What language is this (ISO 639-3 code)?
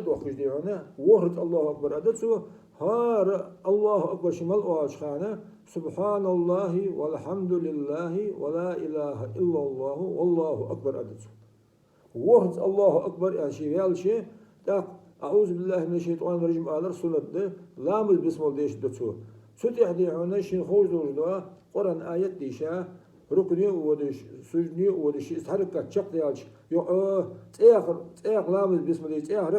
inh